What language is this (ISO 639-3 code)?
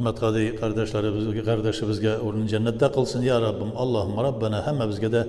tat